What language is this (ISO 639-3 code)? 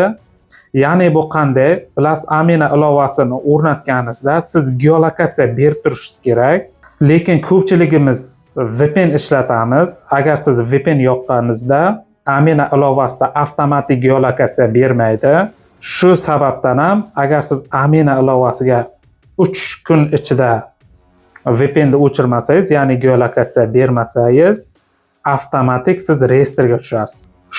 uzb